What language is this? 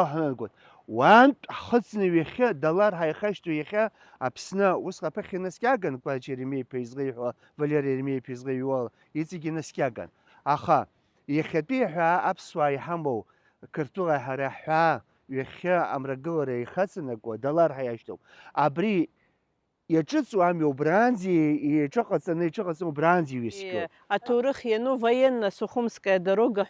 Abkhazian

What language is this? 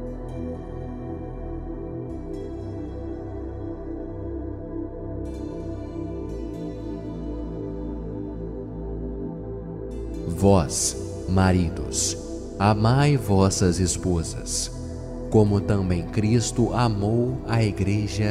Portuguese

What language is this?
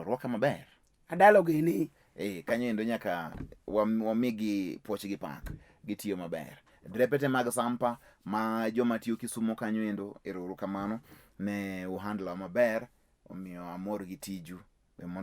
Luo (Kenya and Tanzania)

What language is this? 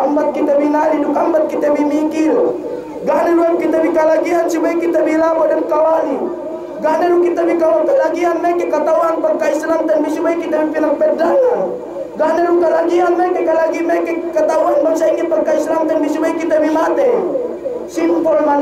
Yakan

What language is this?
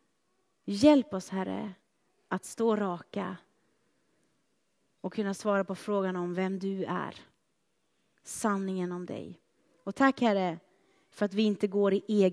Swedish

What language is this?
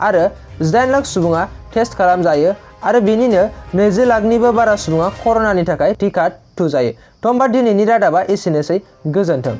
Bodo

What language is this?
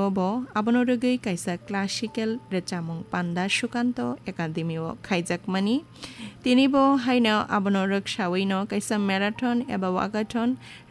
Kok Borok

